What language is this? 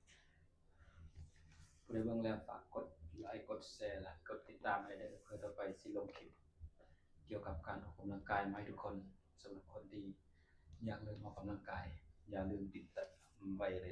Lao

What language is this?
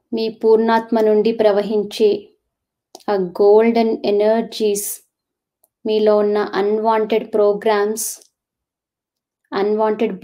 Telugu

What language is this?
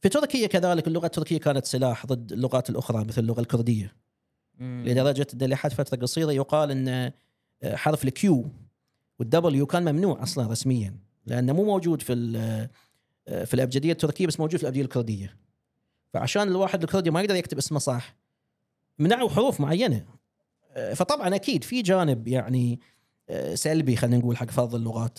Gulf Arabic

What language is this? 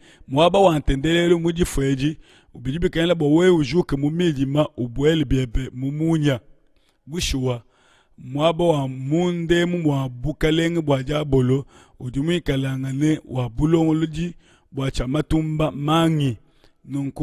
Luba-Lulua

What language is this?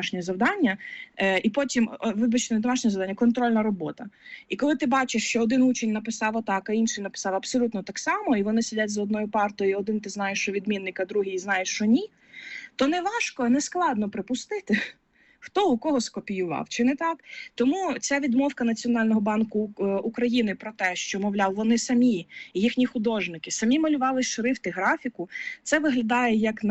Ukrainian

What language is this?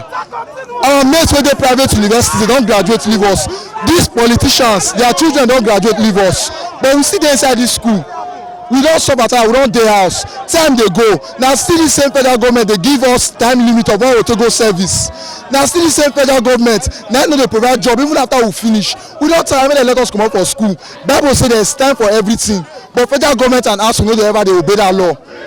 Nigerian Pidgin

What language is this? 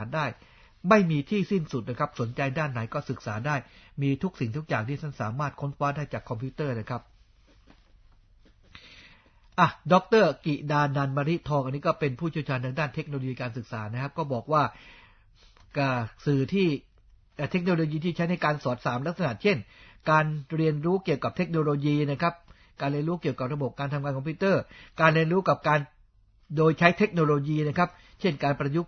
Thai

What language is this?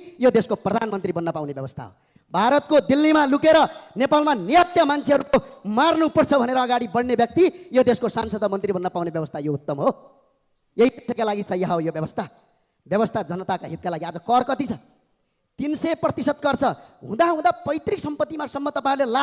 Nepali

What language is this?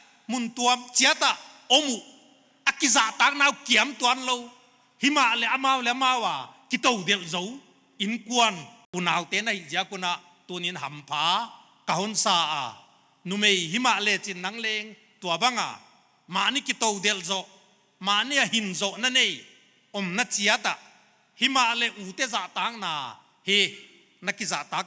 Paite Chin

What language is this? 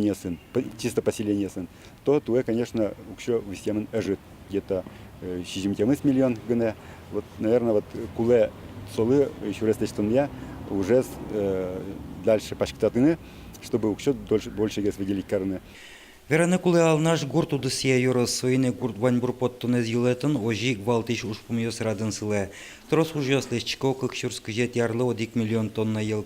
Udmurt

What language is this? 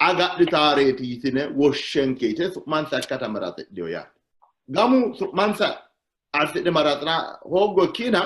Sidamo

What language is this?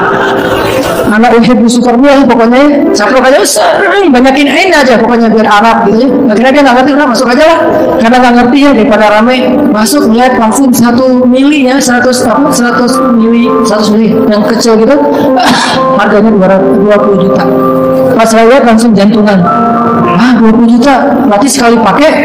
Indonesian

